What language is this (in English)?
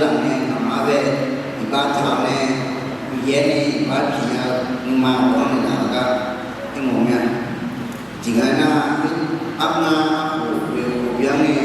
Akha